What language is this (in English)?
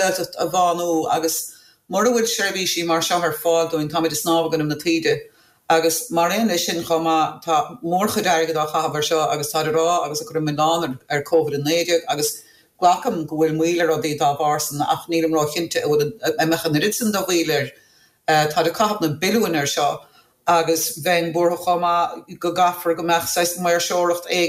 Irish